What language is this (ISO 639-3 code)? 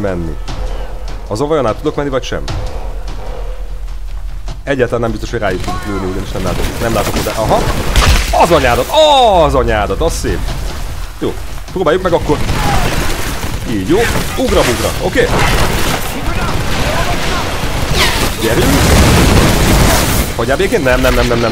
hun